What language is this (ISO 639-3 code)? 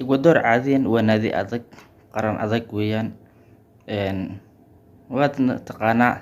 som